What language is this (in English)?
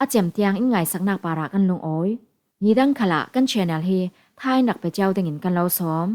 Falam Chin